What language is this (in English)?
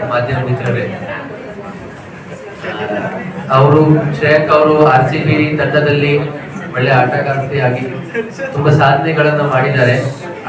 Kannada